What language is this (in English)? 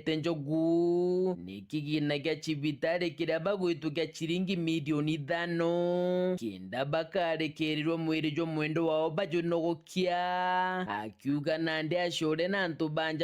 Meru